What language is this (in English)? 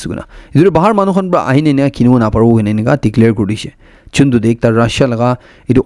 Naga Pidgin